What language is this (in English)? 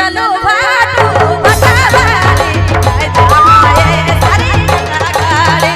Sadri